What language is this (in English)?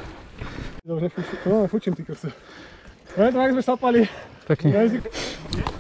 Slovak